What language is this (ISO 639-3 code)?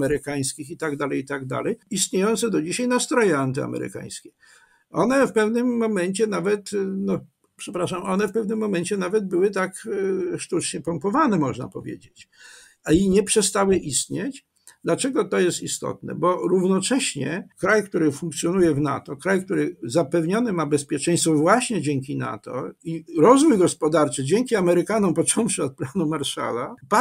pol